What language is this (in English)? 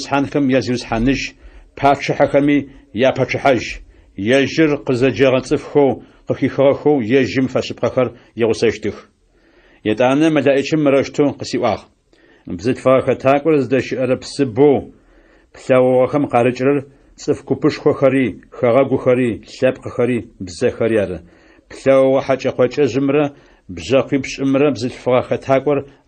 Adyghe